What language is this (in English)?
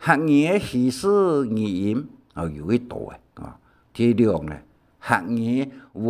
Hakka Chinese